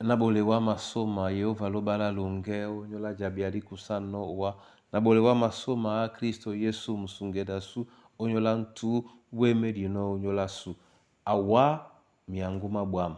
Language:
Duala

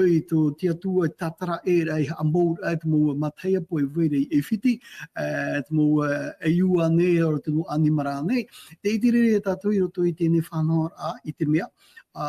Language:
Tahitian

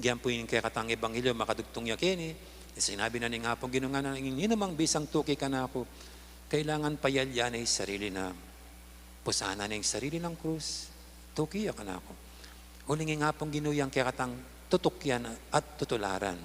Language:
Pampanga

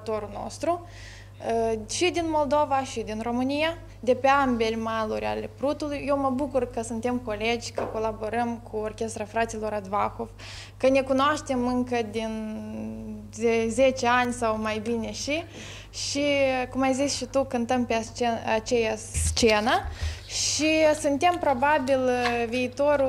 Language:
Romanian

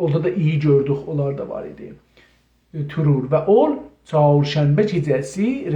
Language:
South Azerbaijani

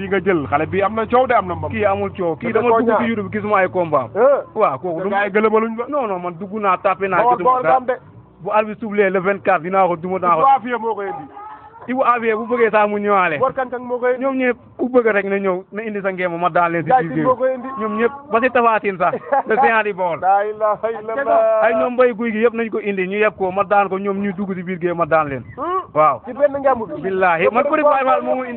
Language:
Wolof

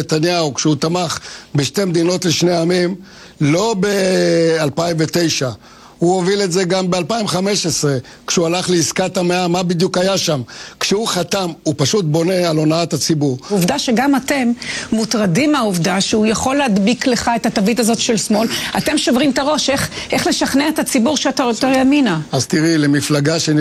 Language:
Hebrew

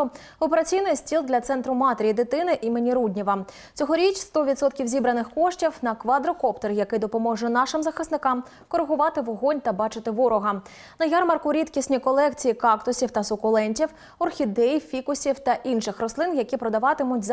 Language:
Ukrainian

